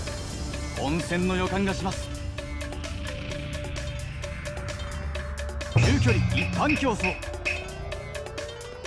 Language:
Japanese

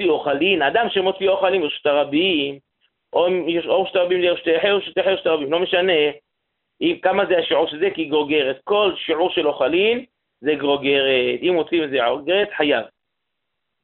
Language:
Hebrew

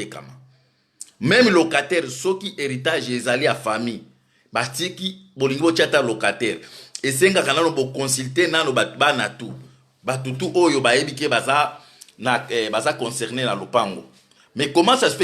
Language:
Lingala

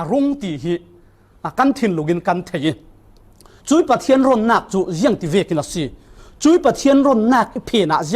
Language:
Falam Chin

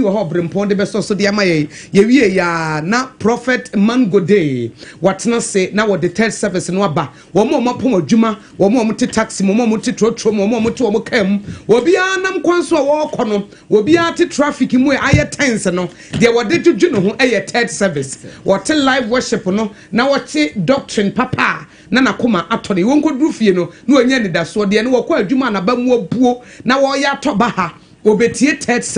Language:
Akan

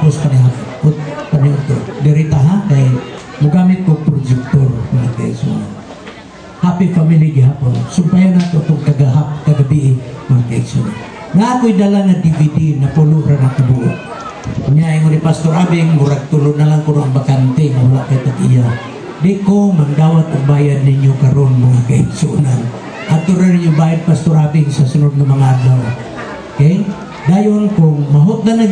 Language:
Cebuano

